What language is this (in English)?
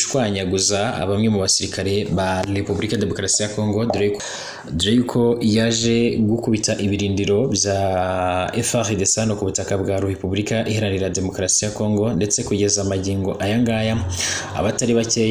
Kinyarwanda